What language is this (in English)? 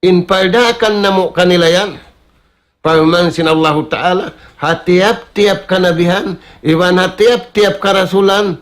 Tausug